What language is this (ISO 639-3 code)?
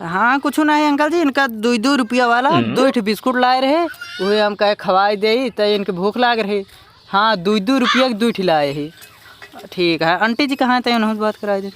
awa